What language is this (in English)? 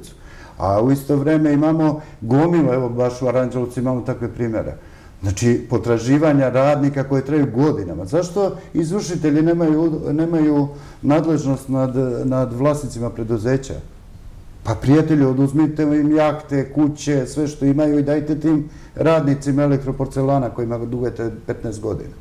Serbian